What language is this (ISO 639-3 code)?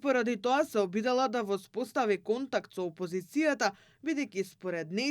mkd